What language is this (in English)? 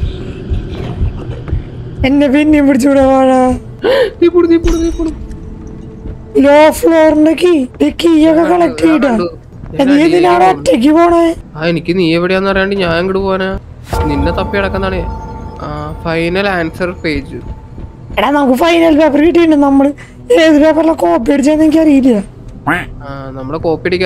Malayalam